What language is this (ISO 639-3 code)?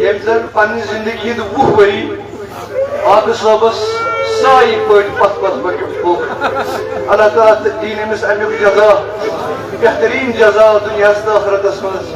kas